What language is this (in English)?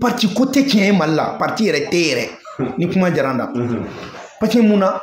Bambara